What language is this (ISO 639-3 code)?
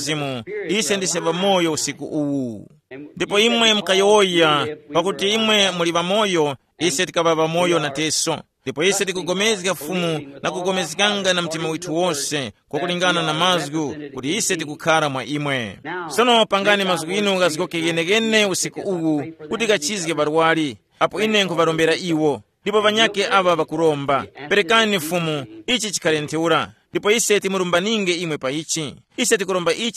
tum